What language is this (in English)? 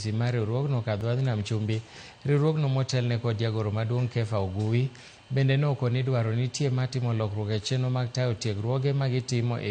Luo (Kenya and Tanzania)